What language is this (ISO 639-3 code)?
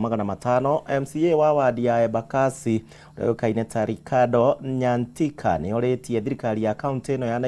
kik